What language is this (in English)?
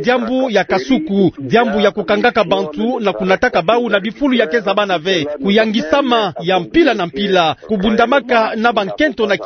Kituba (Democratic Republic of Congo)